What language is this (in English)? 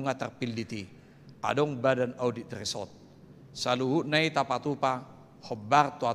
Batak Toba